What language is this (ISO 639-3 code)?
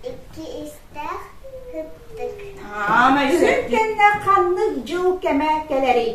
sah